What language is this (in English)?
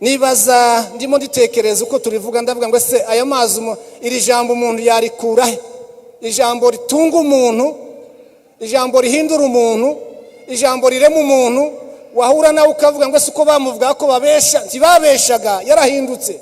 Kinyarwanda